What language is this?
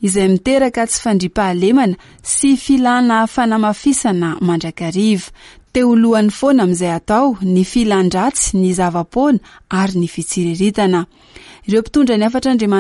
Malagasy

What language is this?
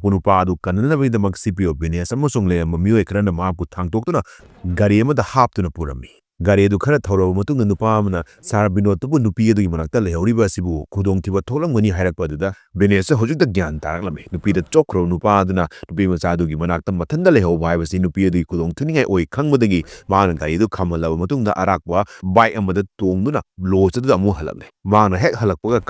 Manipuri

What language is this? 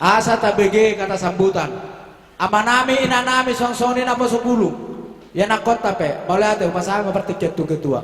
Batak Toba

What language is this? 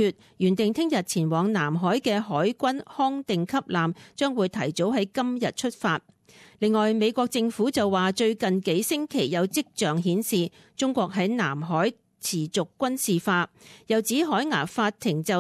Cantonese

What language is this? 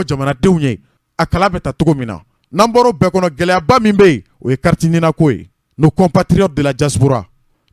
Bambara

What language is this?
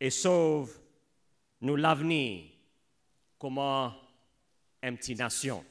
Seselwa Creole French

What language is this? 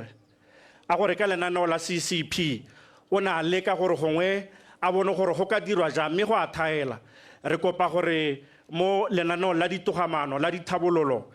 Tswana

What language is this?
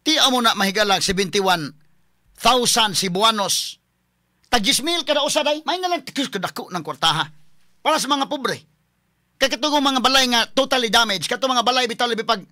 Cebuano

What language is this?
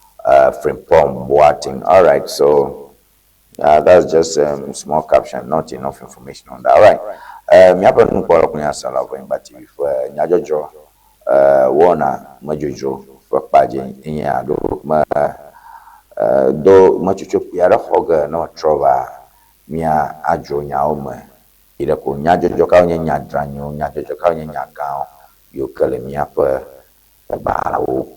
Ewe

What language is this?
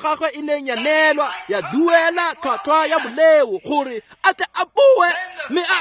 Tswana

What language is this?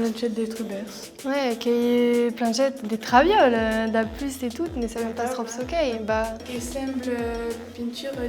Occitan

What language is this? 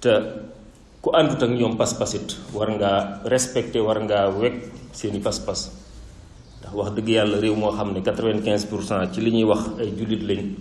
Wolof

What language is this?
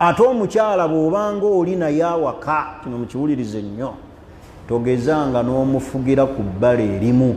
Ganda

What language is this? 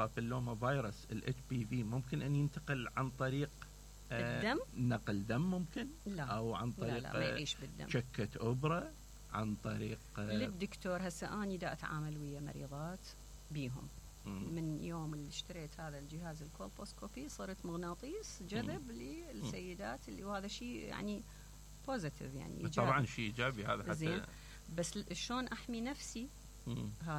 Mesopotamian Arabic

